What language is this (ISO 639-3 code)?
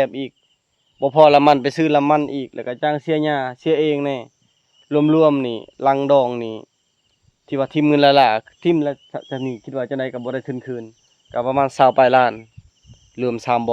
lao